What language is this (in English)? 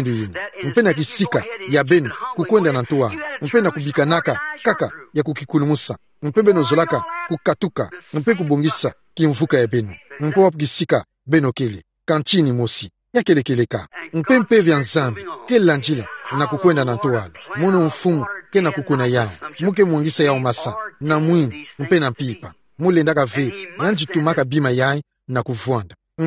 Kituba (Democratic Republic of Congo)